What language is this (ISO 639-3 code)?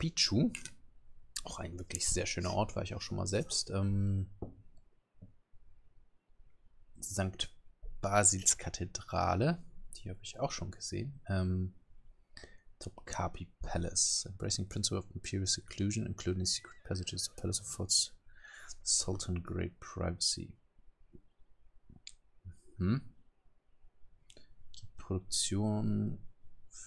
deu